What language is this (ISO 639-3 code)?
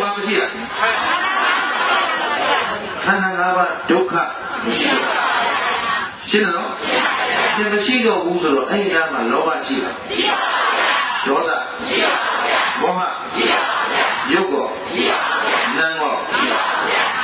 mya